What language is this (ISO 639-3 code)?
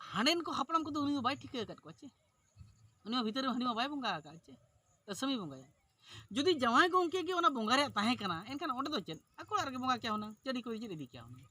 sat